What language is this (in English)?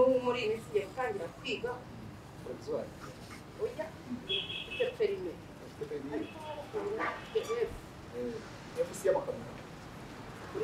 Kinyarwanda